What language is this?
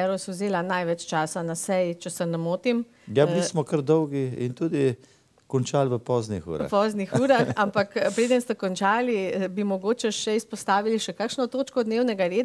Slovenian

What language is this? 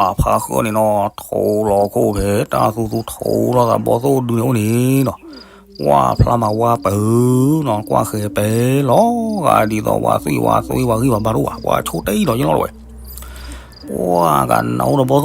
S'gaw Karen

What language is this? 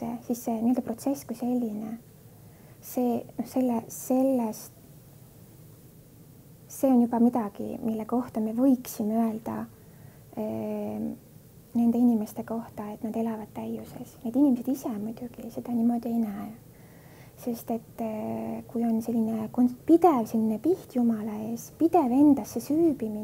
Estonian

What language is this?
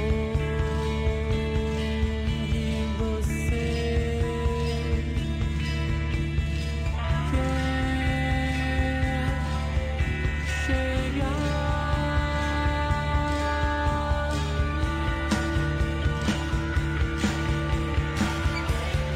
Portuguese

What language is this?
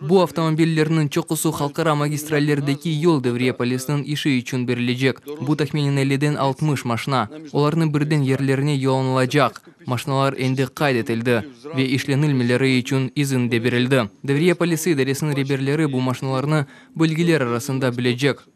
Crimean Tatar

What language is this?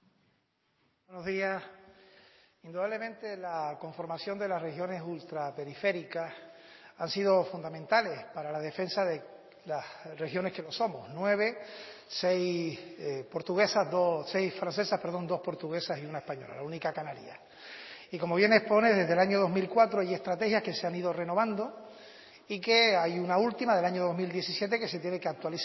Spanish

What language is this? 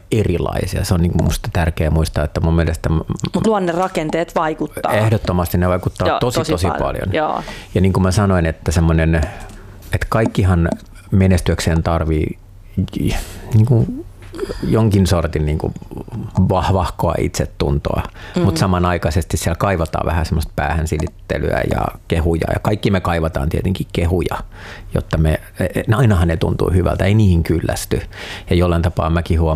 Finnish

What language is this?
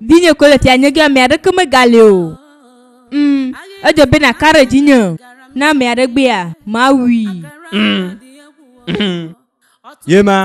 Ewe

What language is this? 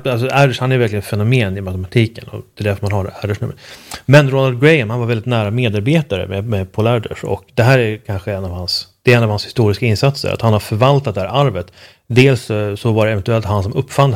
Swedish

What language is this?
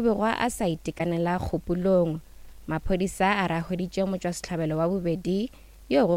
Northern Sotho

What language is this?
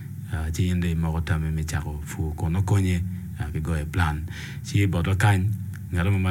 Acoli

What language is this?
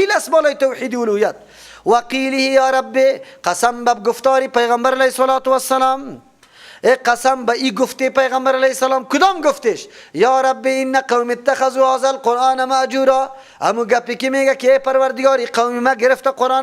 Persian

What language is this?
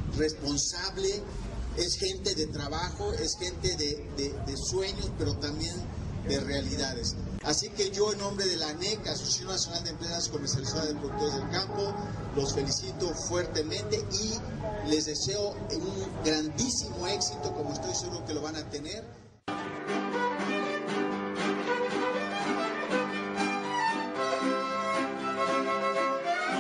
Spanish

